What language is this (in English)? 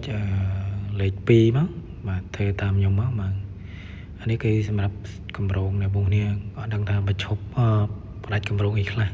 Khmer